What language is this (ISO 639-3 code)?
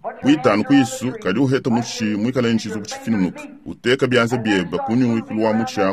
lua